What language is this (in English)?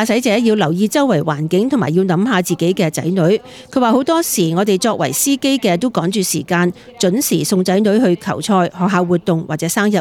Cantonese